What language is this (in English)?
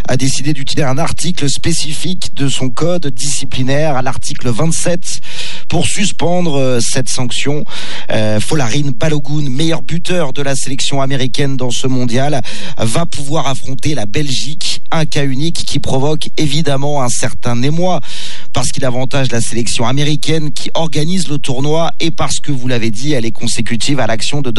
French